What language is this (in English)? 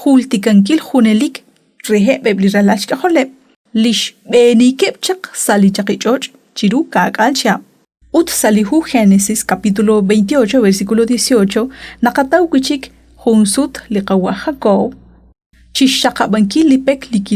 Kekchí